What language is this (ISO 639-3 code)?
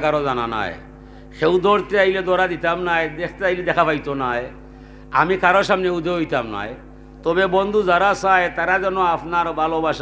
syl